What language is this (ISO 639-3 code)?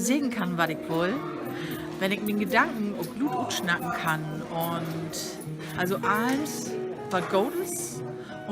nds